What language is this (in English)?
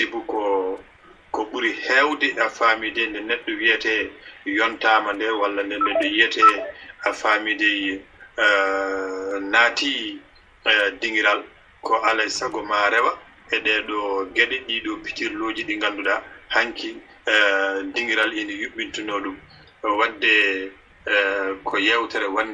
Fula